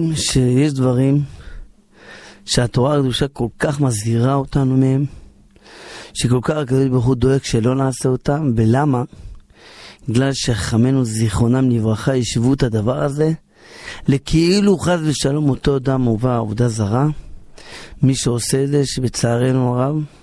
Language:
Hebrew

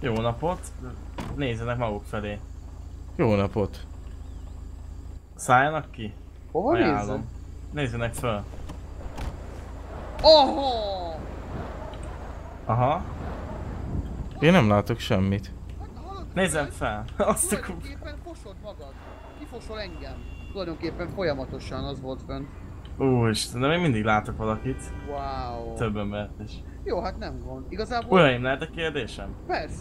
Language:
Hungarian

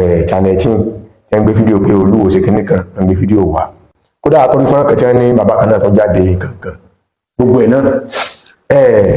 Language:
Yoruba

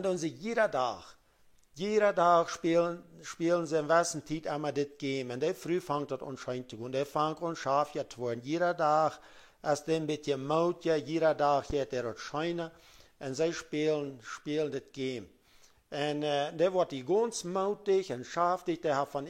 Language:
Plautdietsch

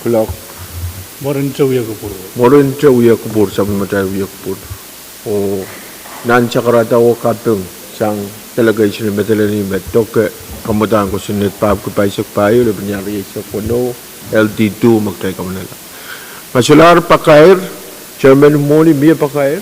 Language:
Pohnpeian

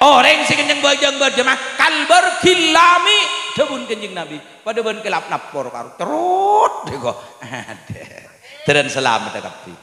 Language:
Madurese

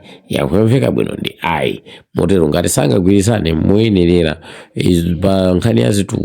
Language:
Nyanja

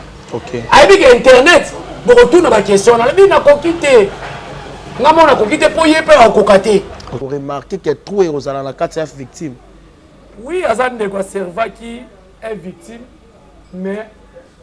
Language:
Lingala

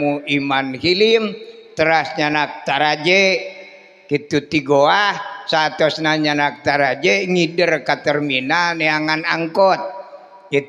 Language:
Sundanese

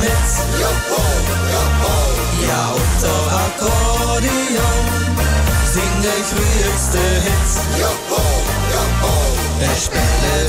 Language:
Limburgish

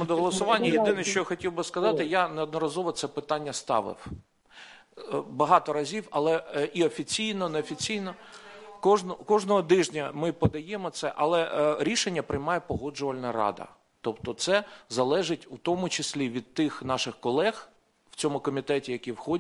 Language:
Ukrainian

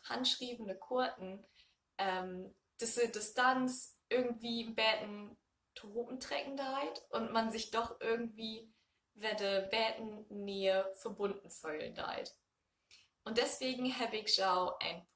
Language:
Low German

